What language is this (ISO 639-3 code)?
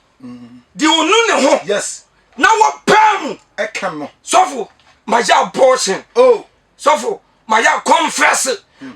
aka